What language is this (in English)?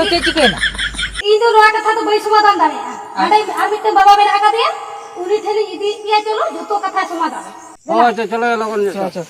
Santali